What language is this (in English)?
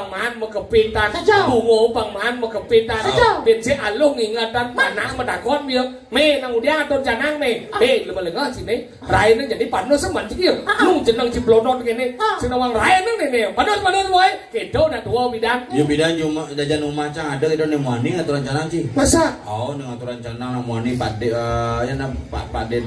Balinese